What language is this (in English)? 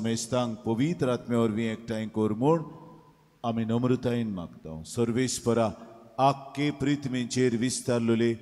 Konkani